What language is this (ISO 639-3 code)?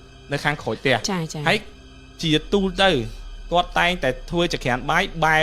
khm